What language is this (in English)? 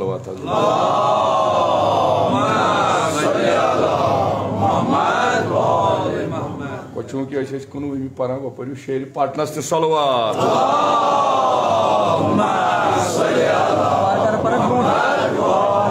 Kashmiri